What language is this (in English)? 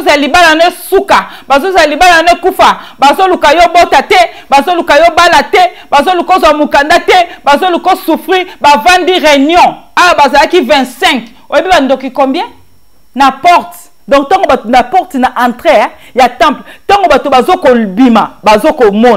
Lingala